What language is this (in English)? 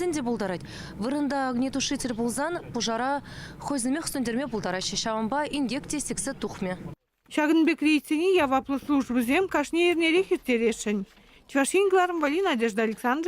Chuvash